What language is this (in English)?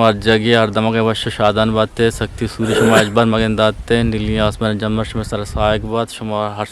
Eastern Balochi